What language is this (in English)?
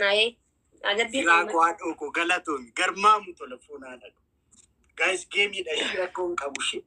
Oromo